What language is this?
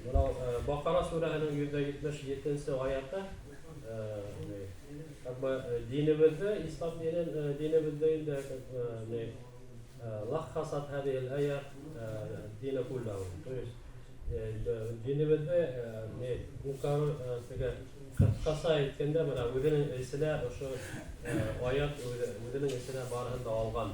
Bashkir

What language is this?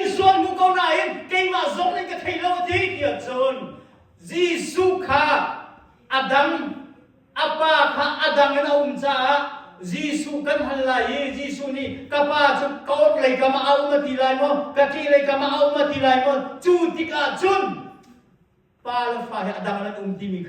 Hakha Chin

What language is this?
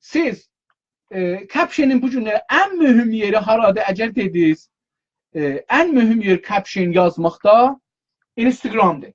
South Azerbaijani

